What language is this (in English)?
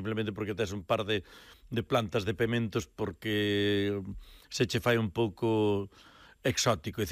Galician